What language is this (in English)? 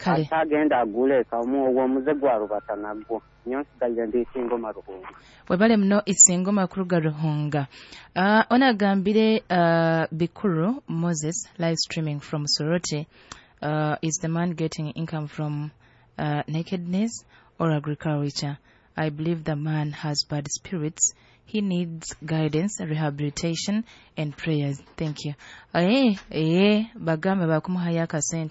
Nyoro